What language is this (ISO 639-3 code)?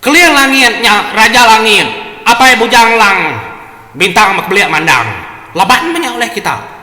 iba